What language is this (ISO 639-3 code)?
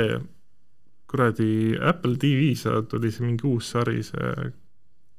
est